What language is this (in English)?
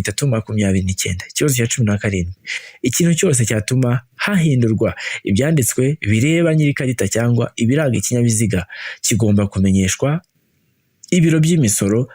Kinyarwanda